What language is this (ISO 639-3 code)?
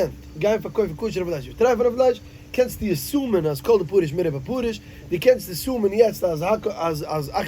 yid